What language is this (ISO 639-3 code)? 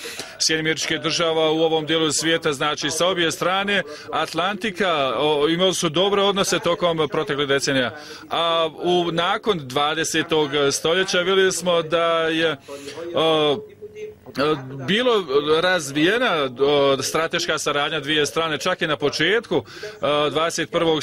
bos